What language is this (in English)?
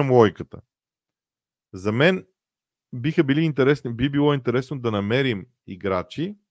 Bulgarian